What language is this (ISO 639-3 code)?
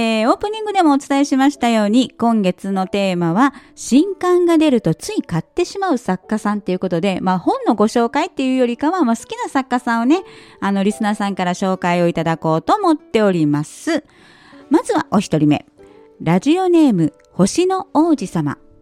jpn